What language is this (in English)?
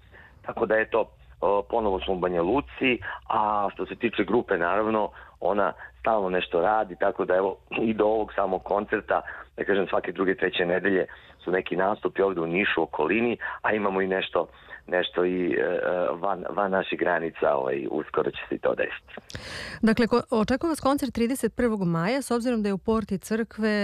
Serbian